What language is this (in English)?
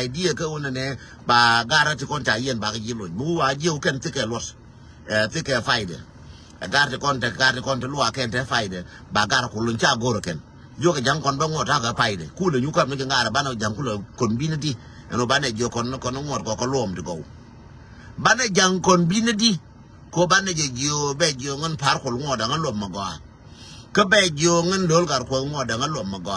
Nuer